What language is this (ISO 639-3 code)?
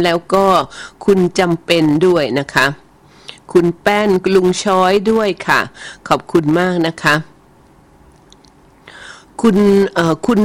tha